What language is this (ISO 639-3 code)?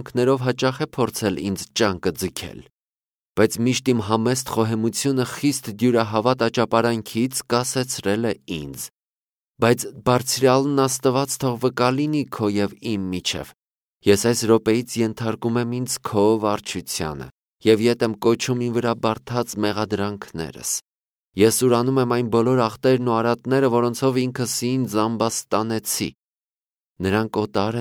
hye